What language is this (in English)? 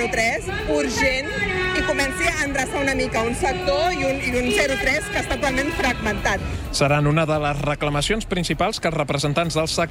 Catalan